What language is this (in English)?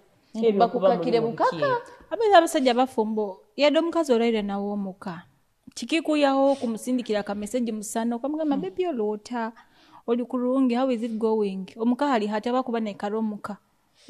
Nyoro